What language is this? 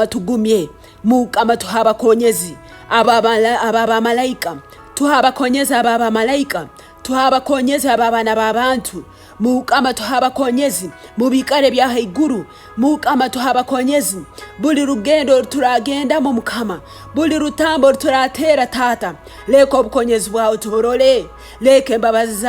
Tooro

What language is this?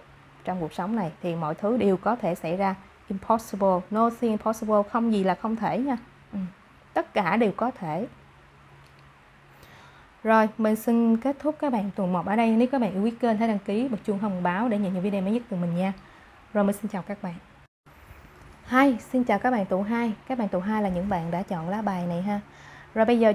Vietnamese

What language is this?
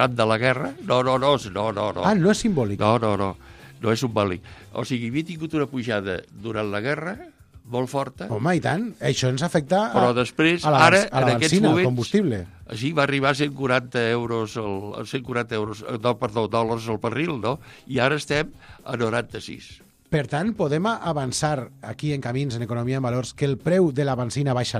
Catalan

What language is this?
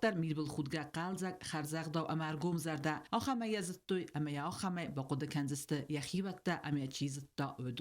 Ossetic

